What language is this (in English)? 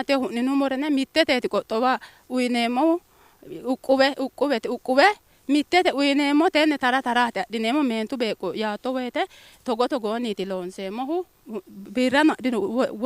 Sidamo